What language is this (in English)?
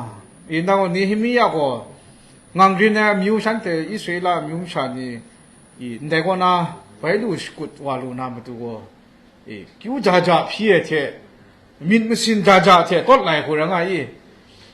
Kachin